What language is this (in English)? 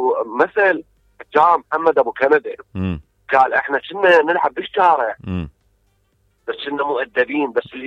Mesopotamian Arabic